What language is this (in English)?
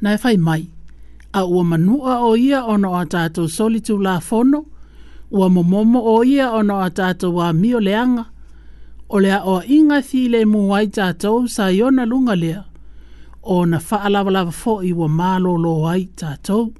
Samoan